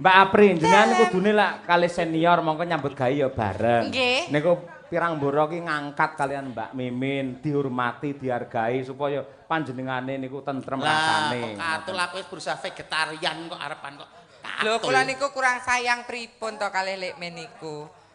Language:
Javanese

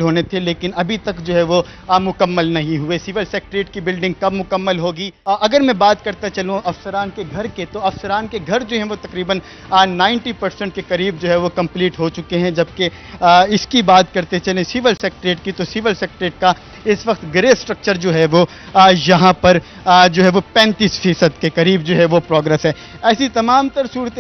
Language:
Urdu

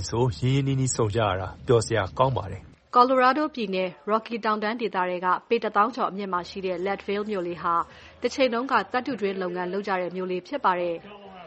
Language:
Burmese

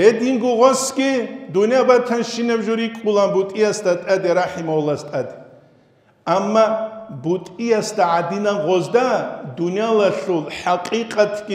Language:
Avaric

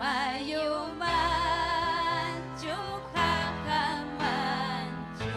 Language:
Ayacucho Quechua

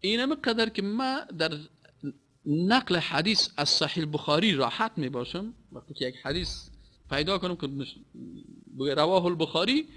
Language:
Persian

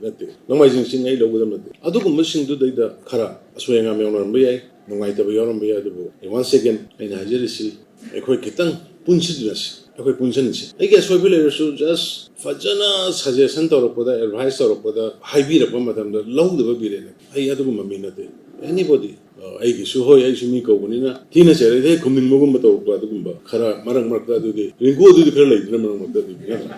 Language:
Manipuri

